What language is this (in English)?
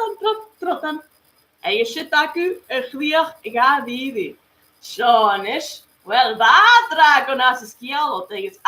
Scottish Gaelic